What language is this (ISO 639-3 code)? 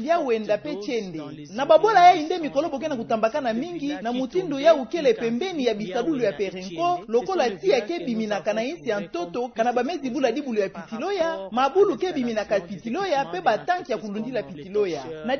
ktu